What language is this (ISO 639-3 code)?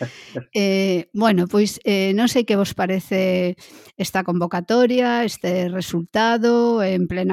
glg